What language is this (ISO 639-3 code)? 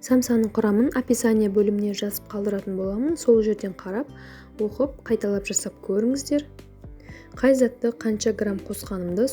kaz